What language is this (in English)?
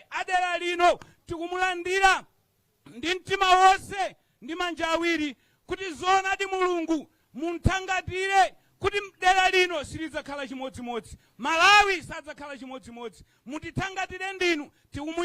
Nyanja